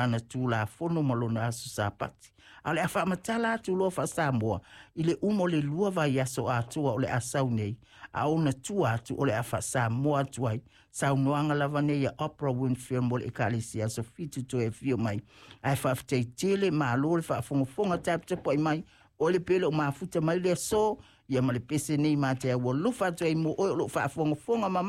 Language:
Samoan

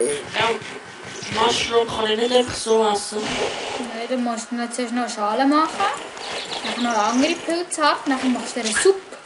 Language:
Swiss German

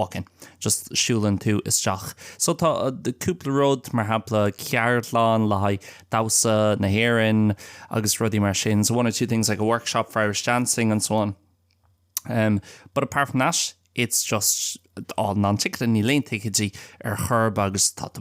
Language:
Irish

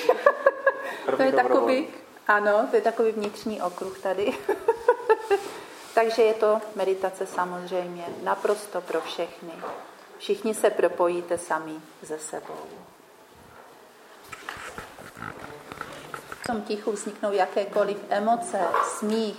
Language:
Czech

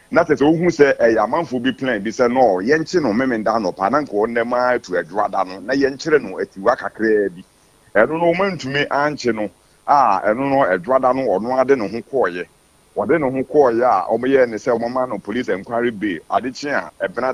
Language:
Akan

